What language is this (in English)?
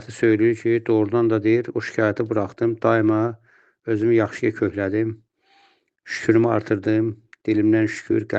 Azerbaijani